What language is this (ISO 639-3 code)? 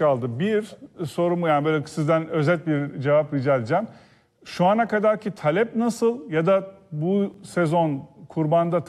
tur